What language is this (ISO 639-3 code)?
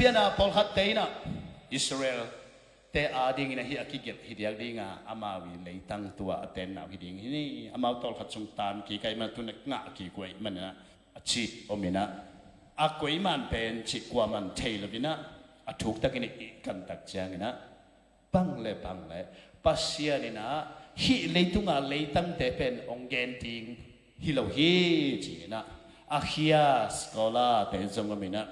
ctd